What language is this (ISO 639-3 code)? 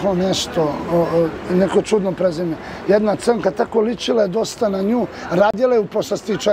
srp